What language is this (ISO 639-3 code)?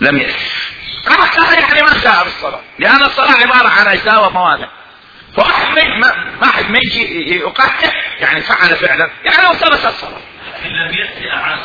acm